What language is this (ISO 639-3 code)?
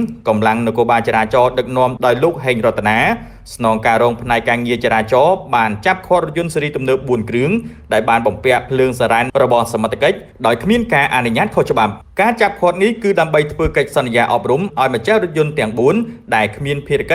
khm